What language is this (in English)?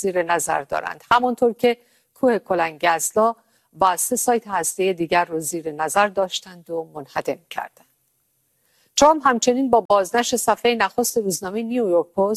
Persian